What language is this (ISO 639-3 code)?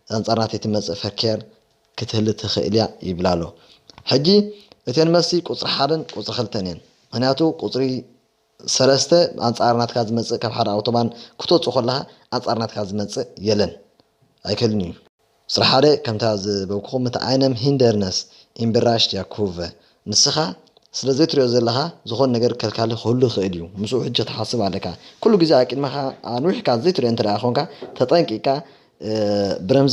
tir